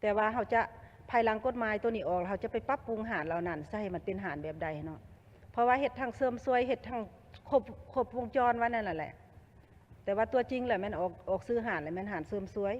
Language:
Lao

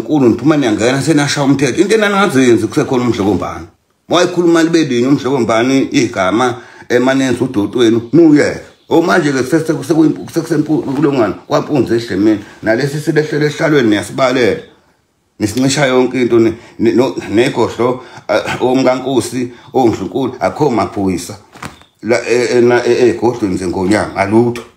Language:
Zulu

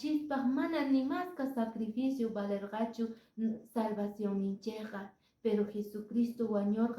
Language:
Quechua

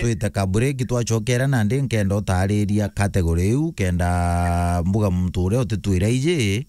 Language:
Meru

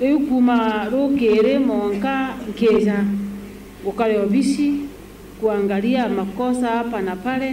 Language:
Meru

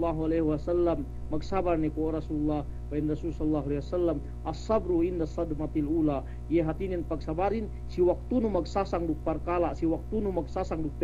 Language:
Yakan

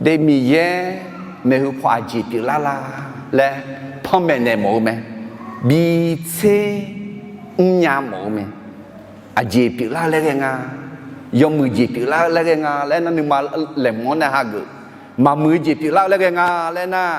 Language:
Akha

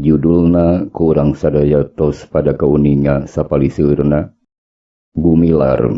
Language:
Sundanese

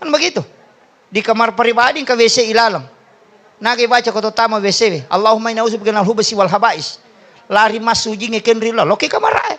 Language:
Buginese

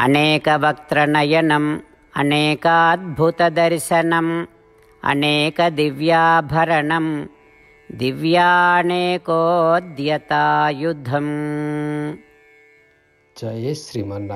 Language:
Odia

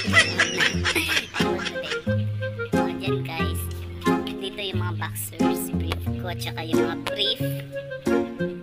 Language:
Filipino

